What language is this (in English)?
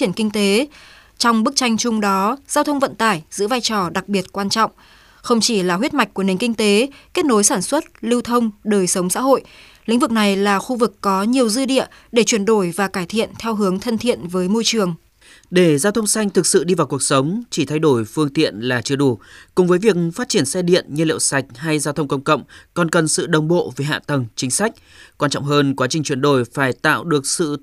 Vietnamese